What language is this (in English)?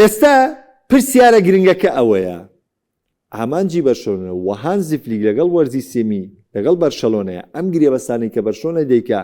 Central Kurdish